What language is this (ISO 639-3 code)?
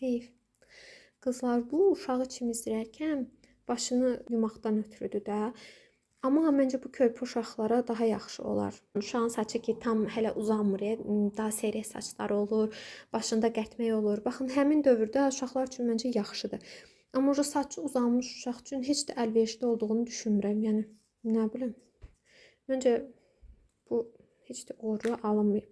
aze